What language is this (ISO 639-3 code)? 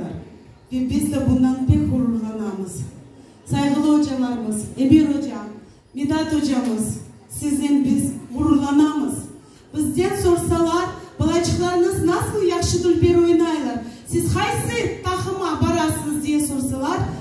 crh